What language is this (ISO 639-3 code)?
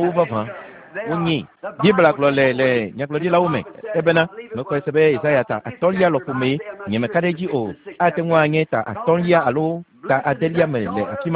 ewe